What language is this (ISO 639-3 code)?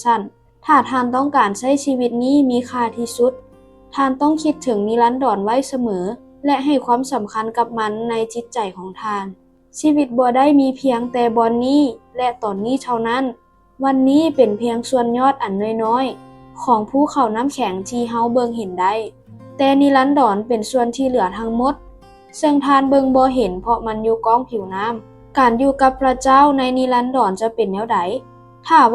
lao